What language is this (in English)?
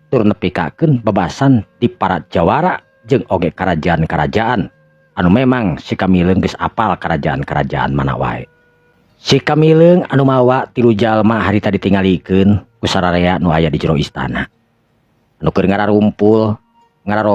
Sundanese